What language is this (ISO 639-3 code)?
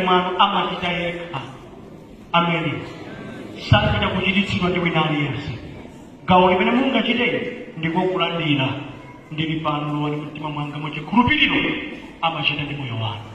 nya